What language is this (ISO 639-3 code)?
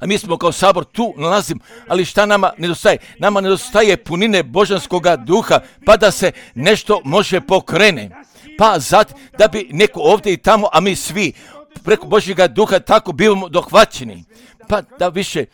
hrv